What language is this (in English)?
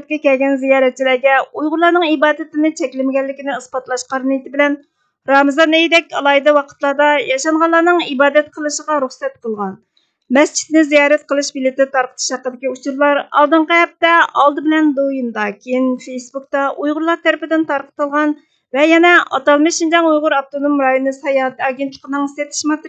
Uyghur